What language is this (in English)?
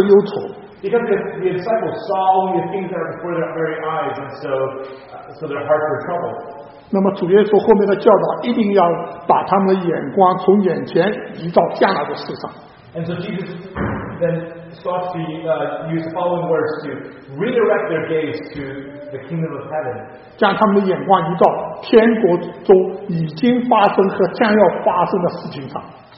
Chinese